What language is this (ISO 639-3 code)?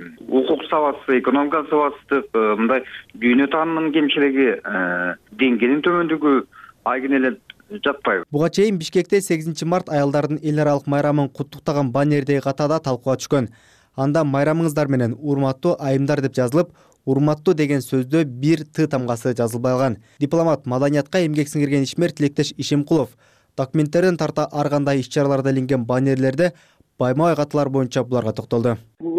kir